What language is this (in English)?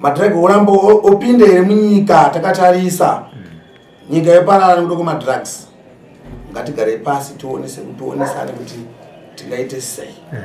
Shona